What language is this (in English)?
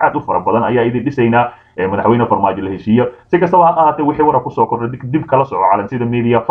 Somali